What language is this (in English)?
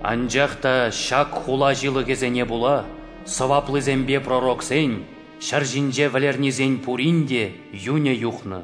Chuvash